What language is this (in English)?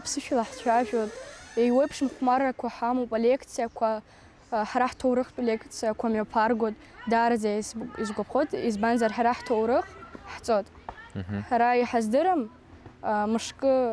Abkhazian